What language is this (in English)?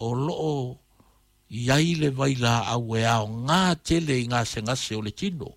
Samoan